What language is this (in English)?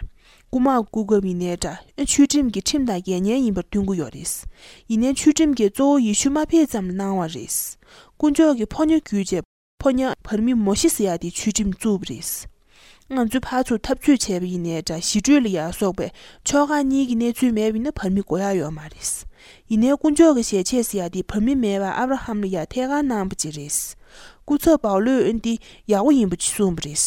Tibetan